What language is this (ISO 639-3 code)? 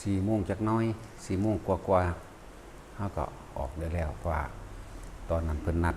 lao